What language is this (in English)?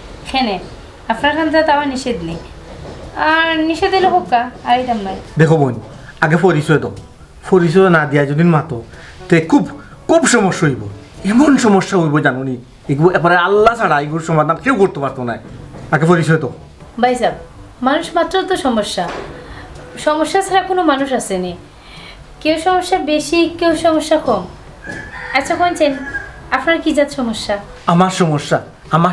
Sylheti